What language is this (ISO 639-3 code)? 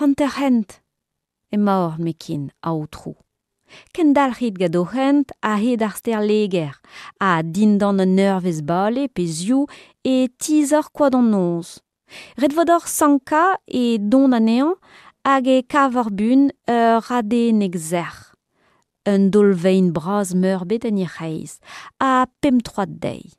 bre